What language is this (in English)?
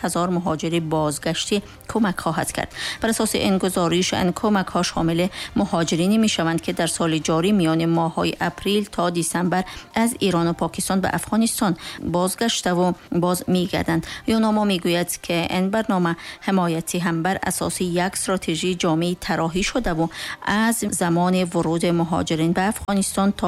Tajik